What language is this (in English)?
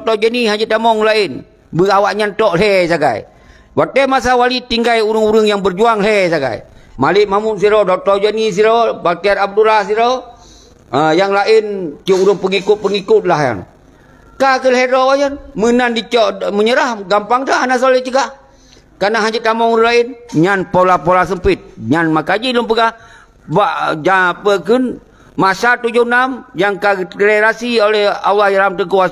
Achinese